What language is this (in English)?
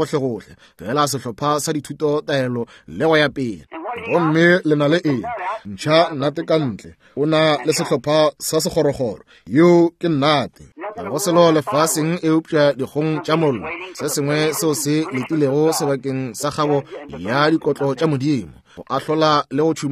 Northern Sotho